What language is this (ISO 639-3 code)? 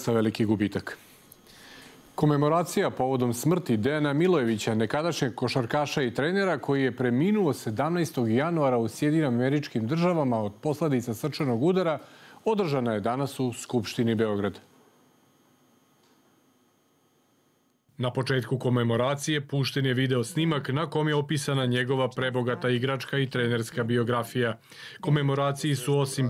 srp